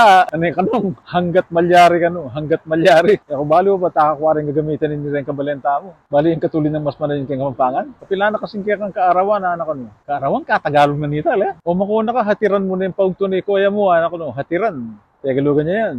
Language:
Pampanga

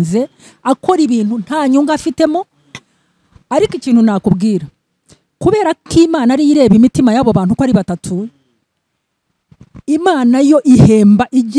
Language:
Kinyarwanda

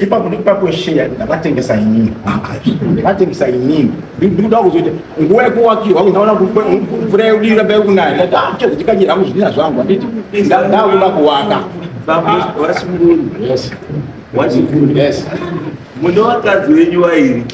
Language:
Shona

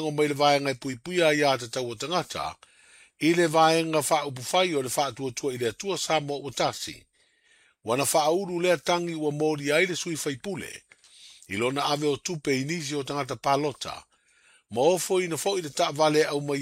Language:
Samoan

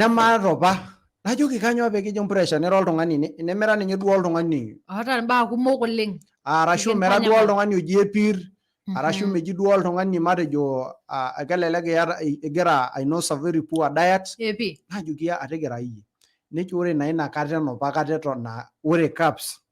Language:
Masai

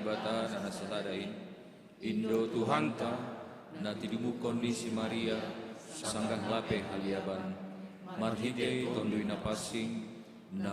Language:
Batak Simalungun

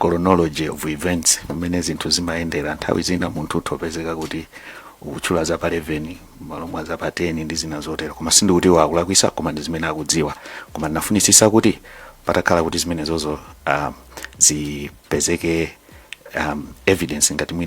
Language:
Nyanja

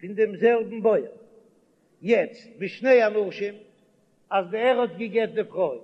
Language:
Yiddish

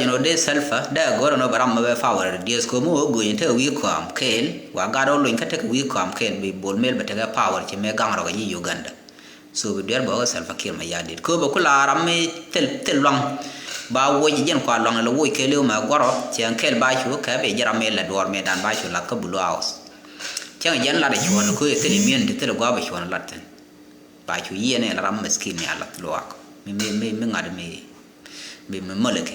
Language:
Nuer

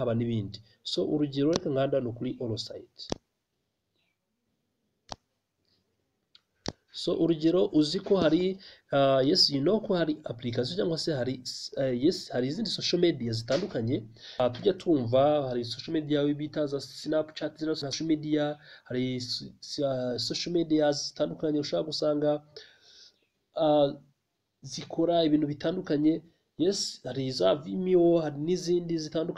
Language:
Kinyarwanda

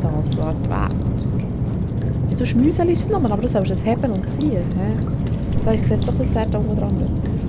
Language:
Swiss German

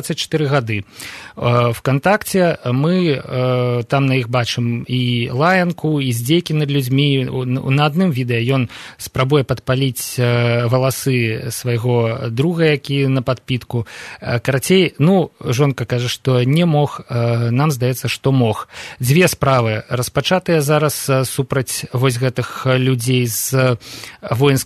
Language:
Belarusian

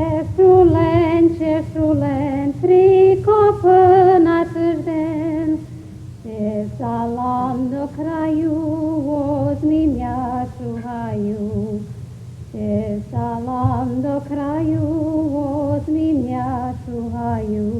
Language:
Rusyn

